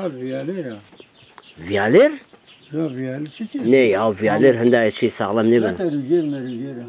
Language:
Zaza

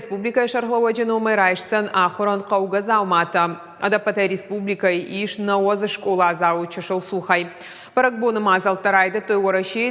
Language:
Ossetic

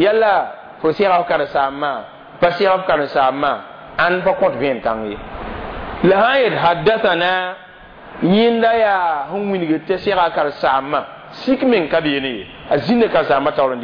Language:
Mossi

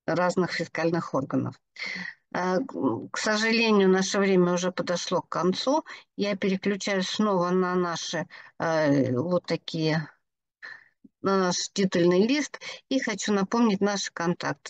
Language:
Russian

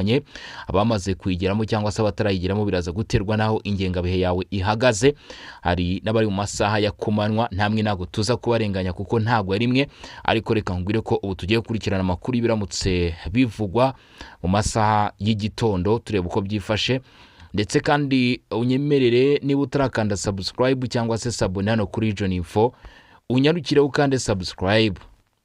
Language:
Kinyarwanda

